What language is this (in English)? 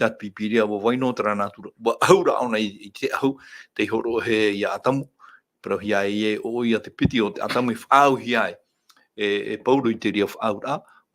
Tahitian